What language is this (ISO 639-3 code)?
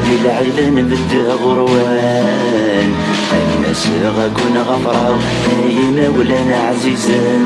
kab